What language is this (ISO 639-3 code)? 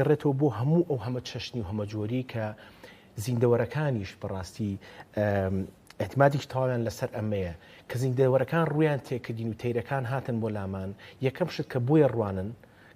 ckb